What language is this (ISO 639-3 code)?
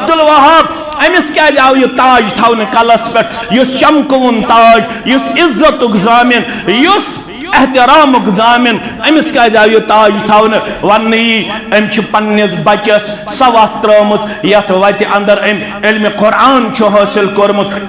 kas